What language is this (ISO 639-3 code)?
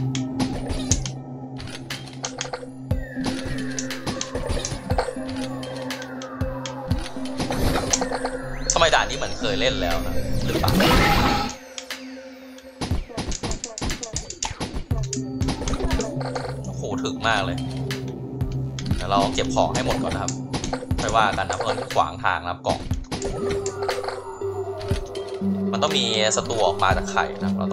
tha